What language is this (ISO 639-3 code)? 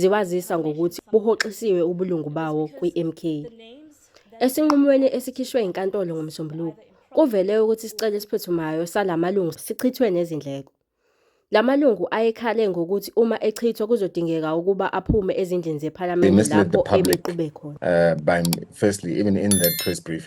zul